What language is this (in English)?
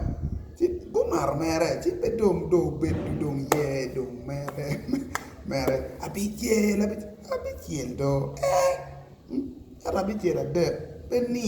Acoli